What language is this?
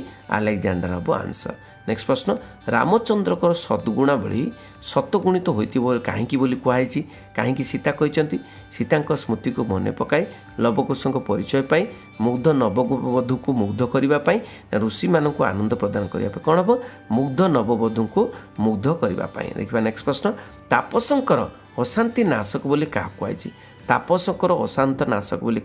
Odia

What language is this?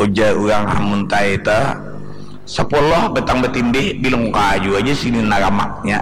Banjar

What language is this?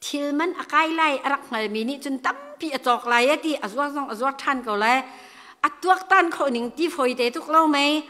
Hakha Chin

